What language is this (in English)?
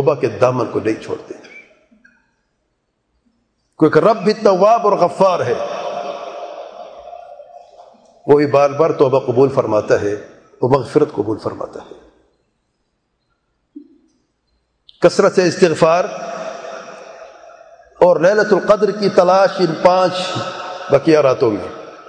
Urdu